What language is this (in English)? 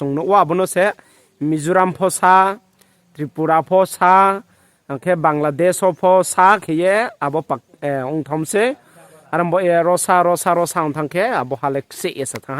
Riang (India)